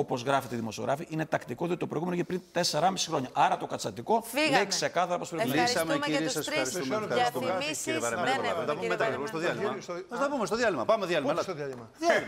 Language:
Greek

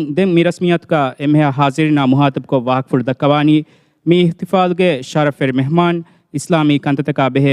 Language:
Divehi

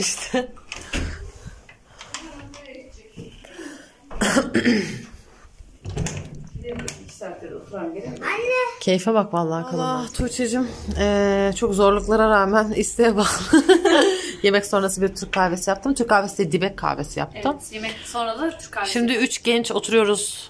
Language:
Turkish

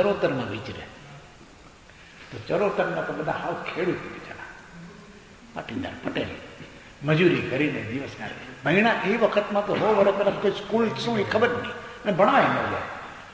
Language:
Gujarati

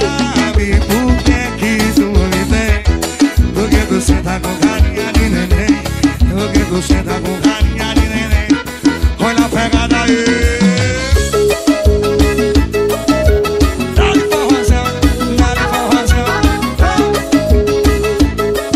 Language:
Portuguese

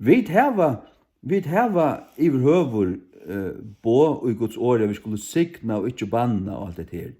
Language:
Faroese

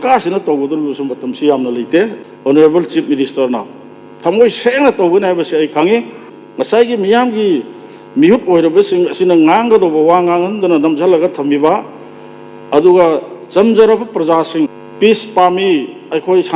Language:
Manipuri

